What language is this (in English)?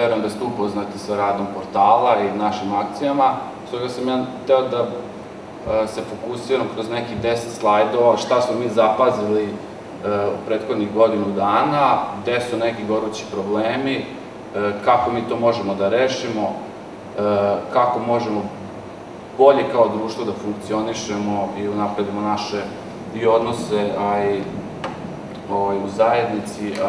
Serbian